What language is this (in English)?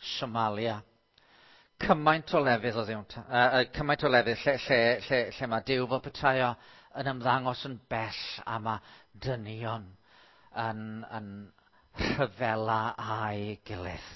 Welsh